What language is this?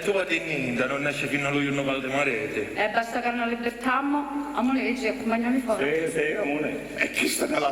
Sicilian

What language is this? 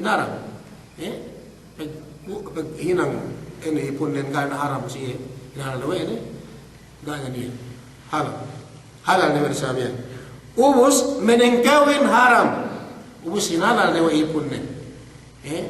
Yakan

